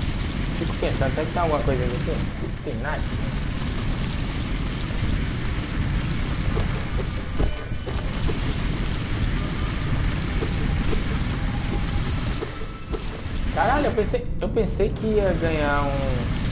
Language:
Portuguese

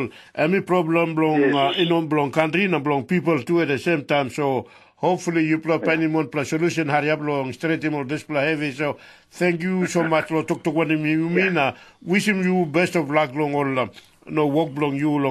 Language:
Tok Pisin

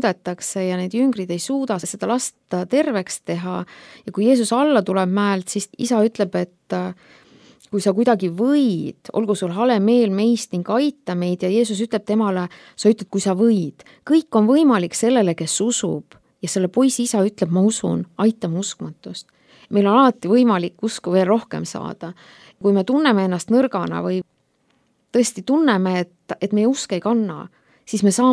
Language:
Estonian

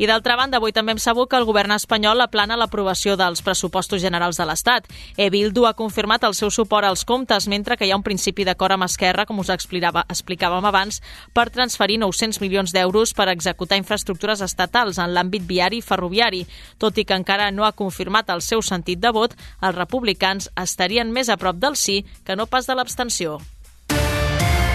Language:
Catalan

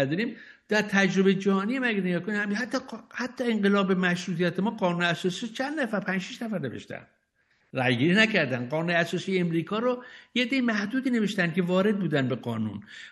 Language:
Persian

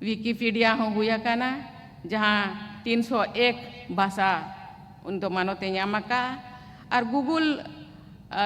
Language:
Santali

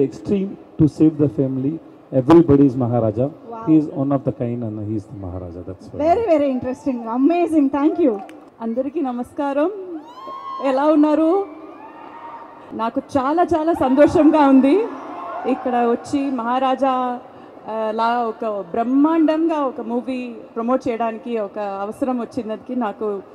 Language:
Telugu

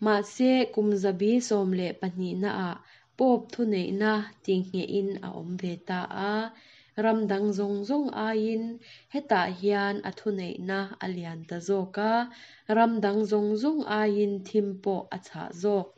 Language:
Mizo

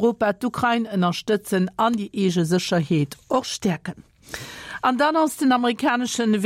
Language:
Luxembourgish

